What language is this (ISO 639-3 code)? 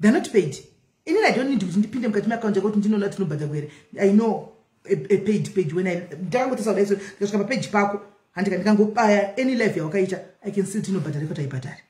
sna